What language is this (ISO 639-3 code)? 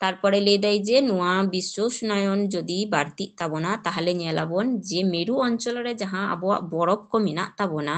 sat